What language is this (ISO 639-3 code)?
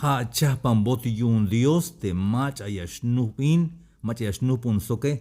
tzh